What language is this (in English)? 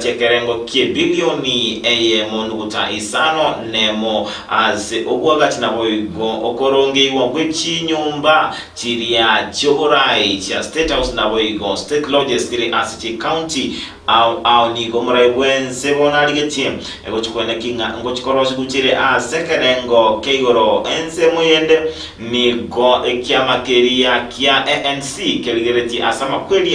Gusii